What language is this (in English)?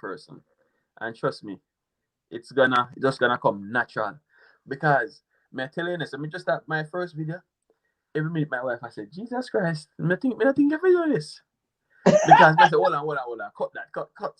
Jamaican Creole English